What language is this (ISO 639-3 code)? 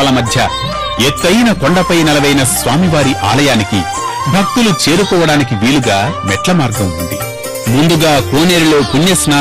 tel